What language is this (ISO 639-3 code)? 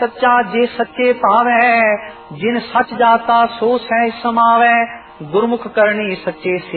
pan